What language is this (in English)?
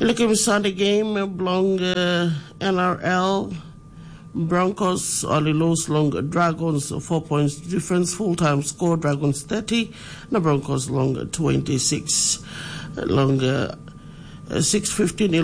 Tok Pisin